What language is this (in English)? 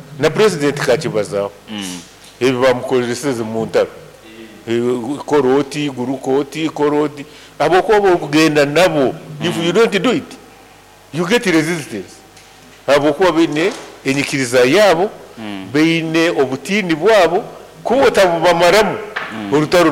Nyoro